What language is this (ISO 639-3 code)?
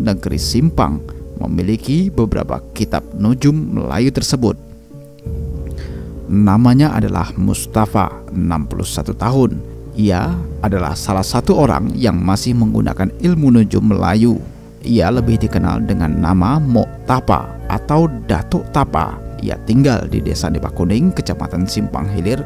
ind